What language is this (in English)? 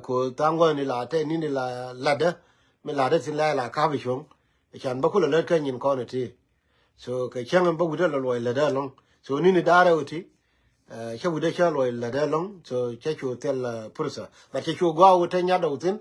Nuer